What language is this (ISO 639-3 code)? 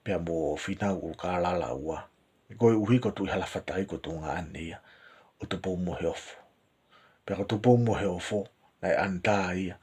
ton